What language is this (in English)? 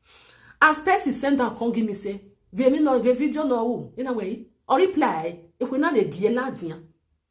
Nigerian Pidgin